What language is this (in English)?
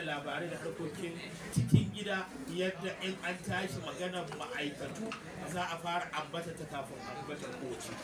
Hausa